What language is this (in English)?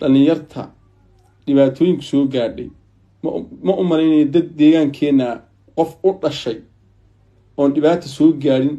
Somali